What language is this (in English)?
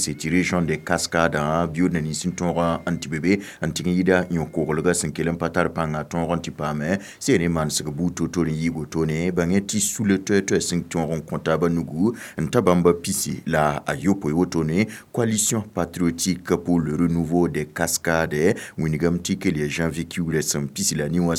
Mossi